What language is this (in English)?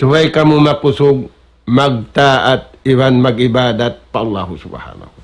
Tausug